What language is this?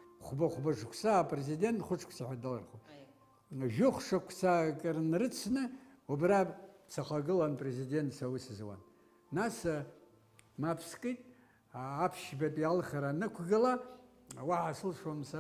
Abkhazian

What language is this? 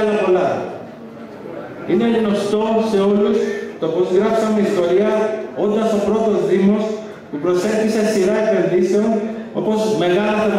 Greek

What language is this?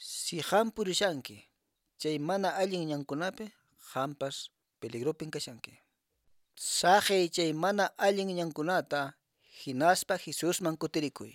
Quechua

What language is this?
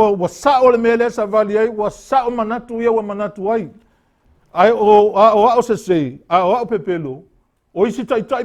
Samoan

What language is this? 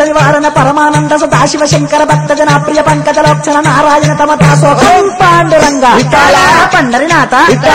Telugu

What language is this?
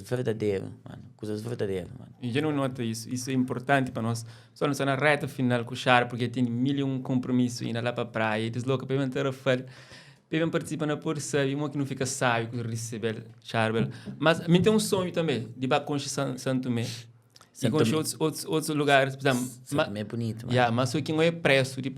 Kabuverdianu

